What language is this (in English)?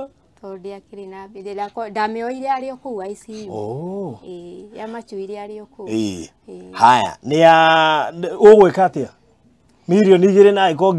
Kikuyu